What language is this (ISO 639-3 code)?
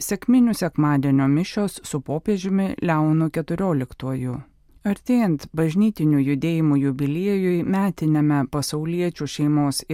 lit